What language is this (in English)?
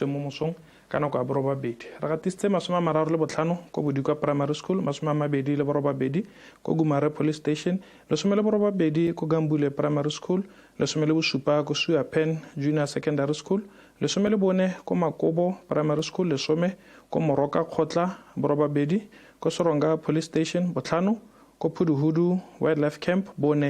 Tswana